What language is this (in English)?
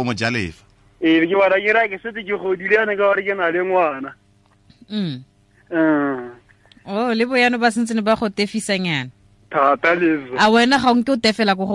Tswana